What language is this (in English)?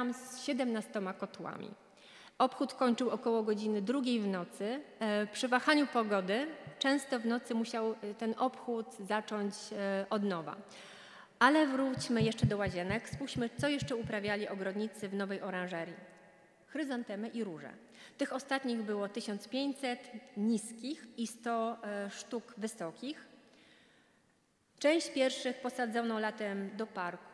Polish